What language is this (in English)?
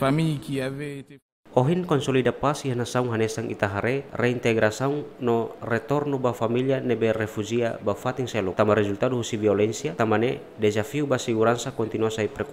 Tetum